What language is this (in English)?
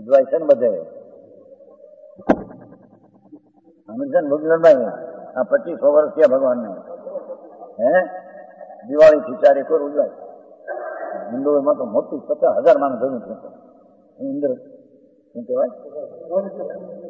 Gujarati